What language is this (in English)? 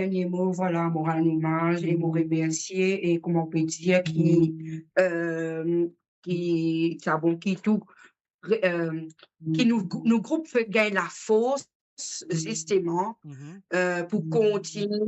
Morisyen